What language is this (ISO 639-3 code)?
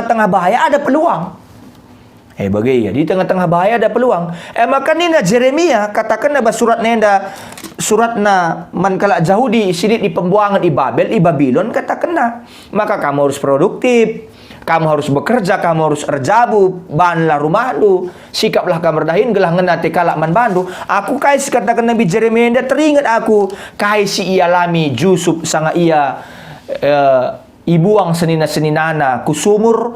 btx